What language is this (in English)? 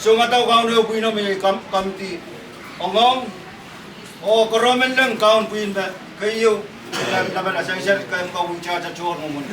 Pohnpeian